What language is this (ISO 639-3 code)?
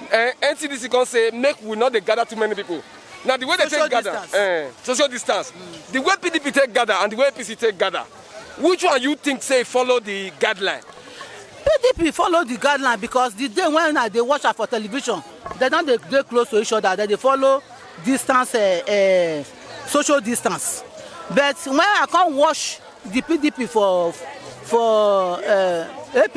pcm